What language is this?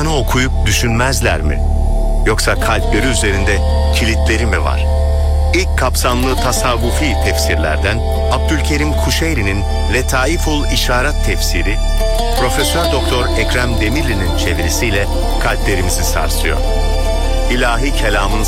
Turkish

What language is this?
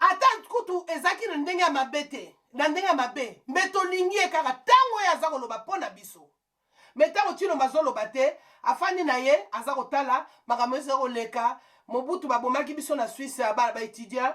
Lingala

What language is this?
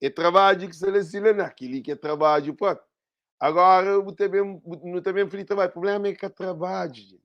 Kabuverdianu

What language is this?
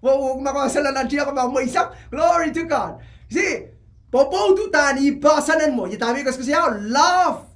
Pohnpeian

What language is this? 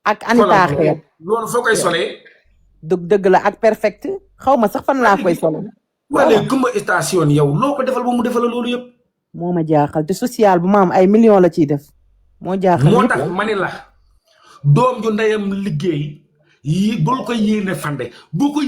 Wolof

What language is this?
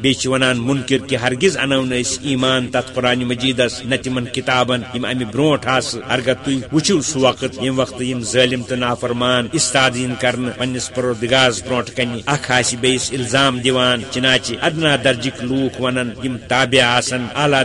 Kashmiri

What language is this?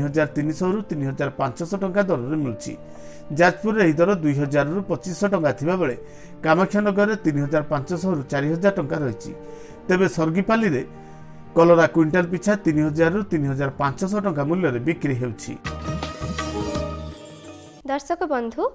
Odia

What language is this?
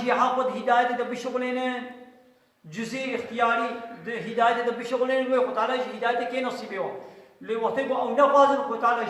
Kurdish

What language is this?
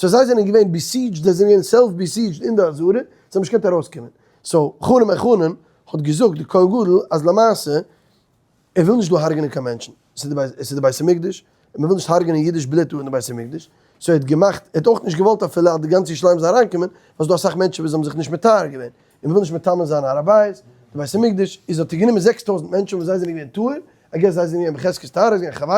Yiddish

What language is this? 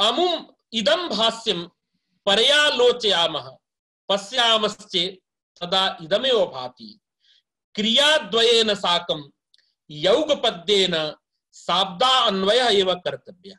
Sanskrit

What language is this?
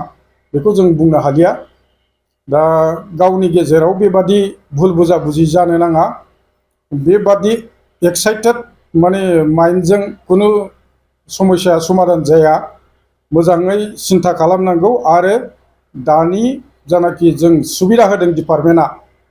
Bodo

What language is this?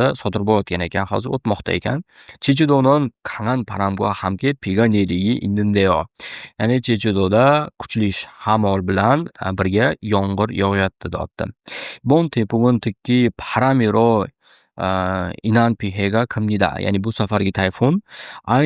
Uzbek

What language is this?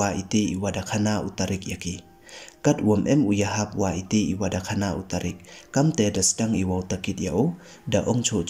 Pnar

